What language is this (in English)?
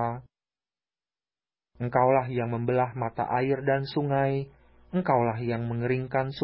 Indonesian